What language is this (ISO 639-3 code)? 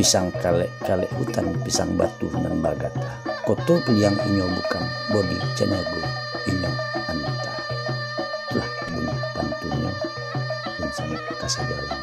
min